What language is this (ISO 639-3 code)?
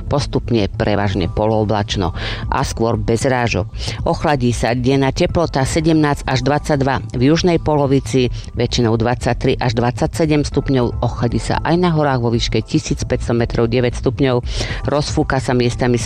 slk